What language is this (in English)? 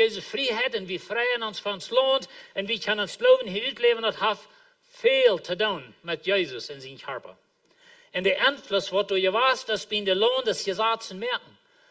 Plautdietsch